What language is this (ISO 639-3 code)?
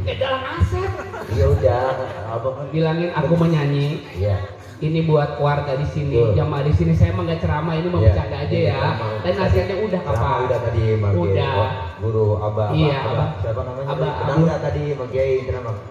bew